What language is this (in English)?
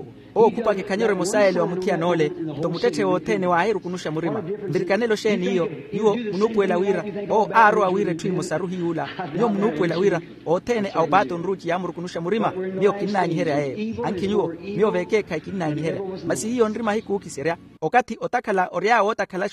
Makhuwa